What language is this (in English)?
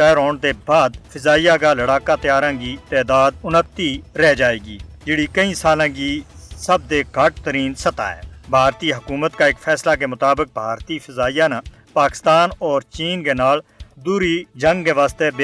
Gujari